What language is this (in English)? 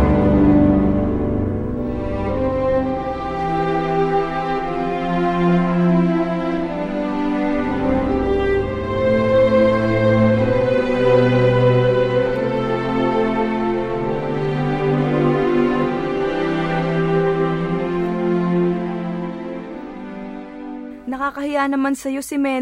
Filipino